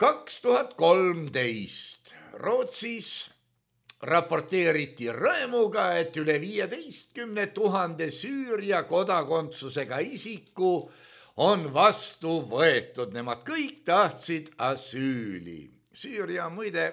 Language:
Estonian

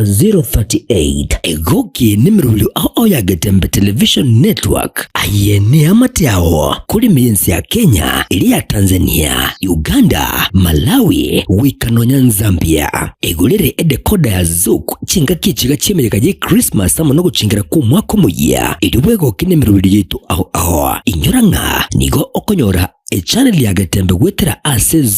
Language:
Gusii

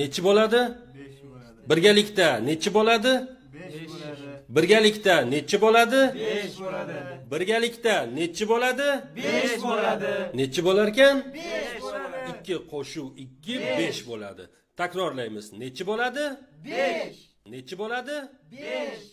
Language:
Uzbek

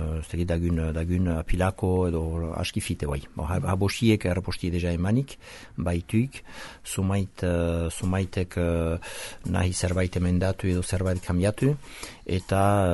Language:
Basque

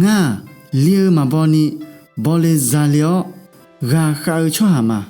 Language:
Akha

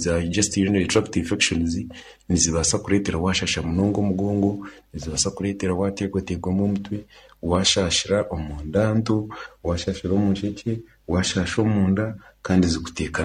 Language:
Nyankole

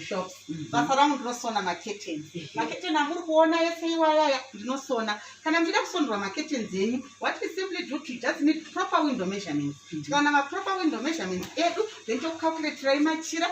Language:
Shona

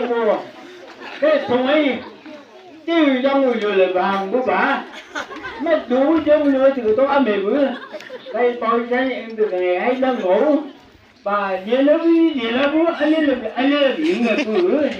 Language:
Chang Naga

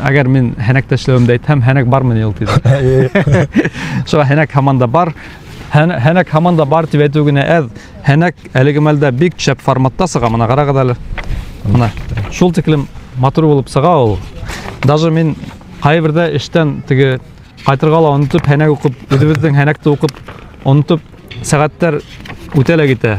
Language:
Bashkir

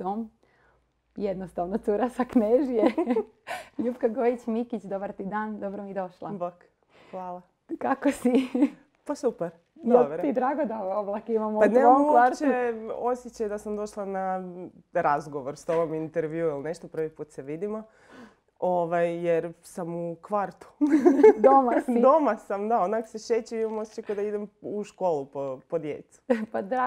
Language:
Croatian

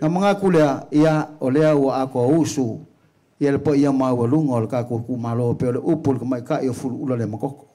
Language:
Samoan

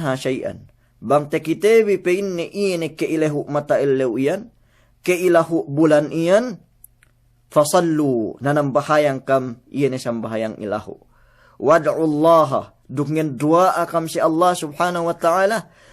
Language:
Yakan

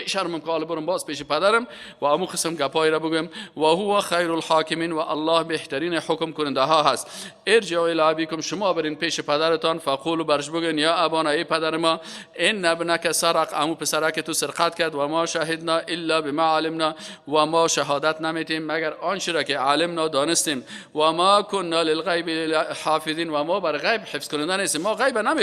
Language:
Persian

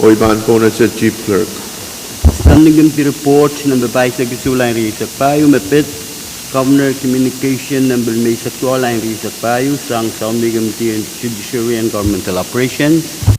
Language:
Pohnpeian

